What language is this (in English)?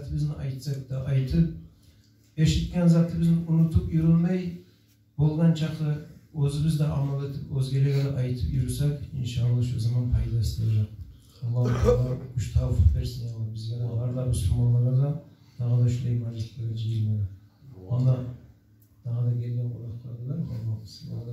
Kumyk